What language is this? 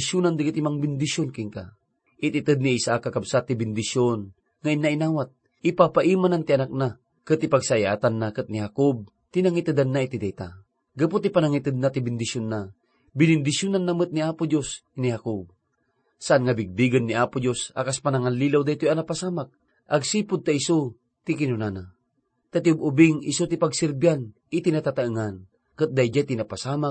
Iloko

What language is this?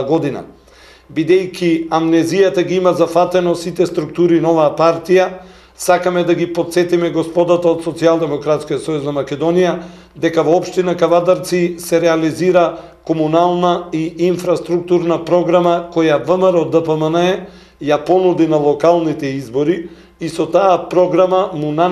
Macedonian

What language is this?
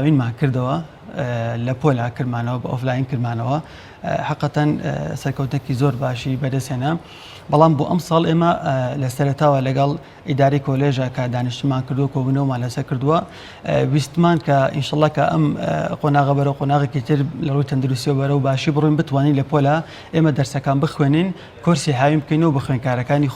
Central Kurdish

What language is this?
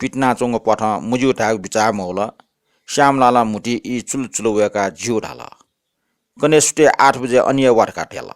Newari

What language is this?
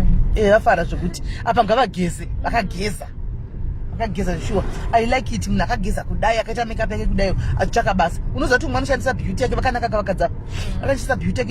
Shona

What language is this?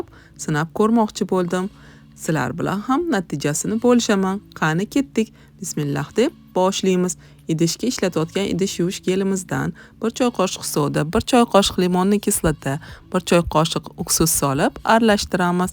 Uzbek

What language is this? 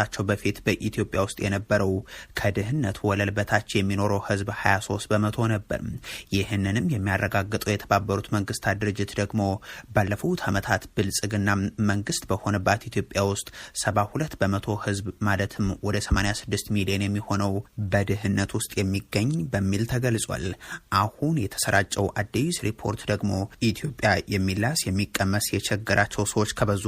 Amharic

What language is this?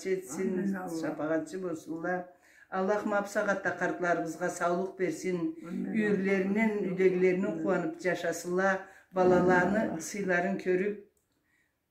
Karachay-Balkar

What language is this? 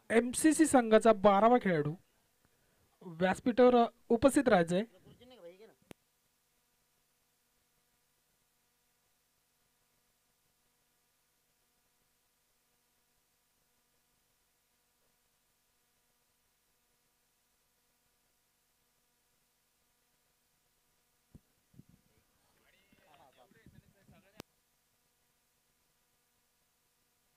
Marathi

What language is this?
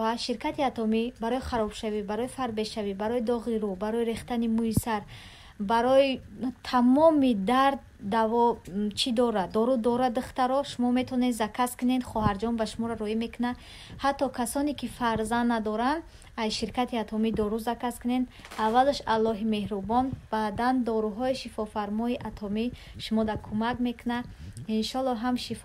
Tajik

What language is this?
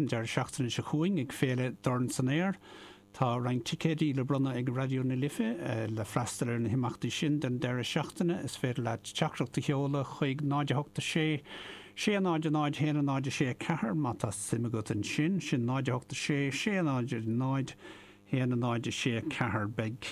Irish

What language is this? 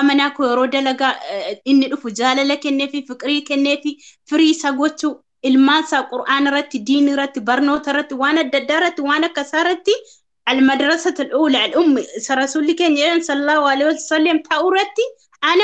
Oromo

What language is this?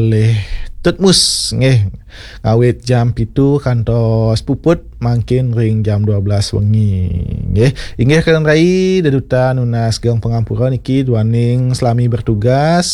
Balinese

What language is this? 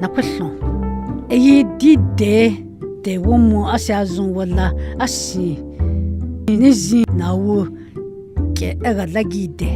Dogrib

